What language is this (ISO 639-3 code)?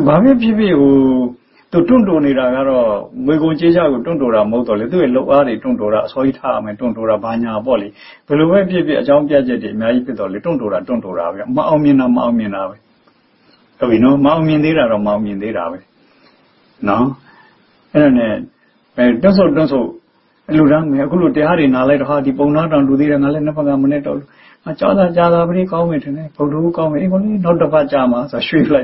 mya